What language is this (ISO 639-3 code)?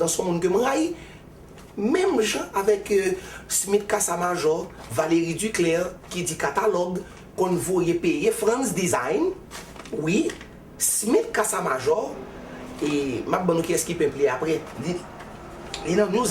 hat